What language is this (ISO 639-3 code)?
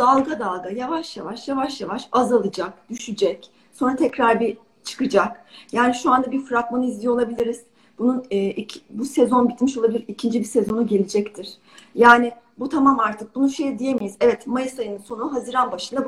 tur